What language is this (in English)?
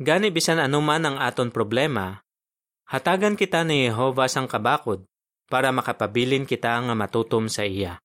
Hiligaynon